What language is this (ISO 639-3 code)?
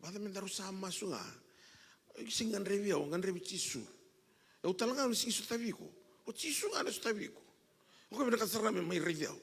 fij